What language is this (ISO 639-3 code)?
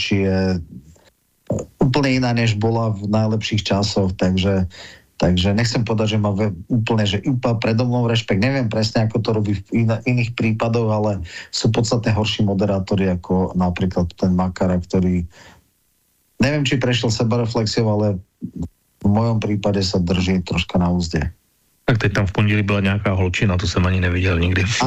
slk